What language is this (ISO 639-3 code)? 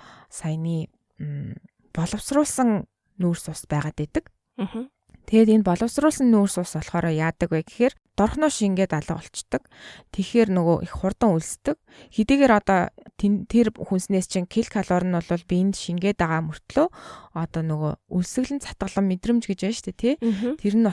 mon